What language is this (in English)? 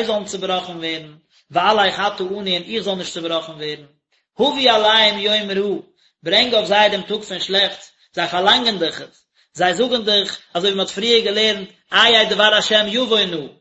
Yiddish